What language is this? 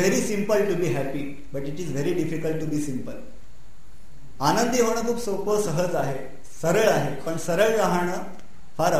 Marathi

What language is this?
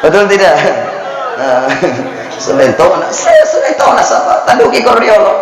Buginese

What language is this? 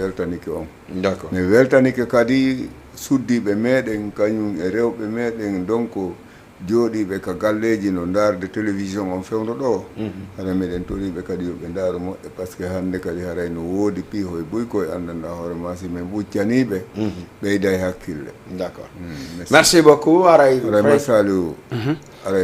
Fula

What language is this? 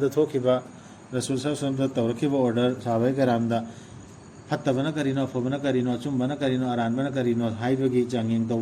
Manipuri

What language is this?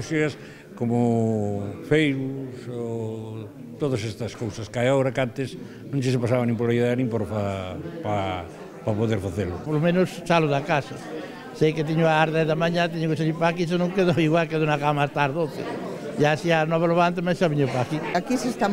Galician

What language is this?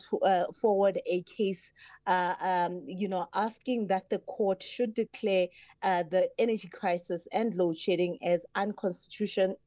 English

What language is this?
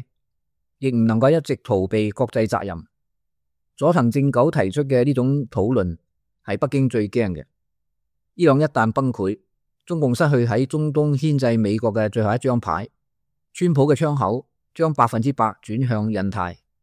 Cantonese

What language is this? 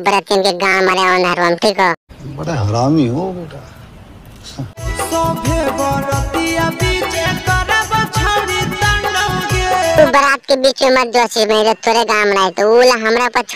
Magahi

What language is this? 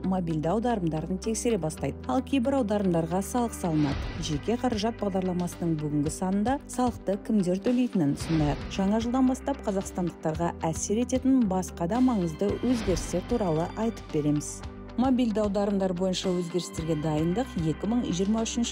Kazakh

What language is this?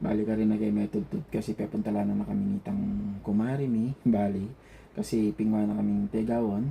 Pampanga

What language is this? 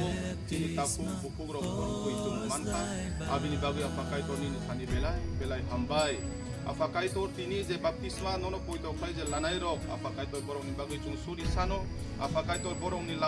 Kok Borok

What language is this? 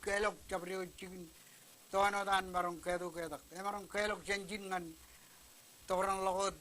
Marshallese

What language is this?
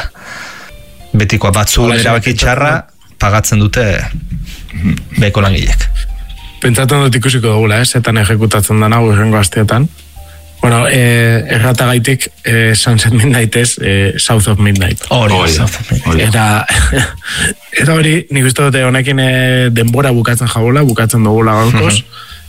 Basque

